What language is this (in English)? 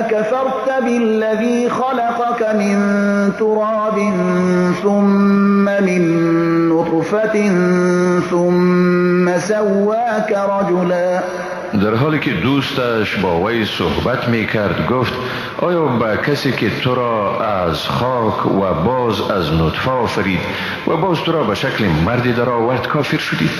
Persian